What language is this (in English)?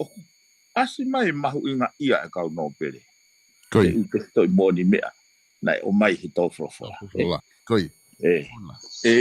Tongan